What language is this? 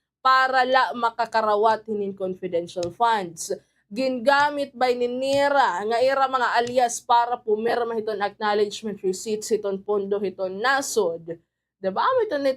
Waray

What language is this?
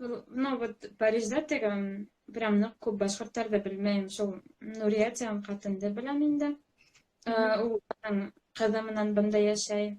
Bashkir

